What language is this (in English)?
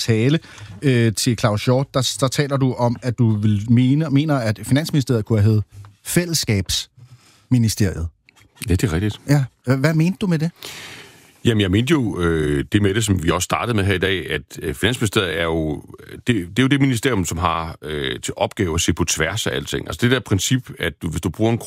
Danish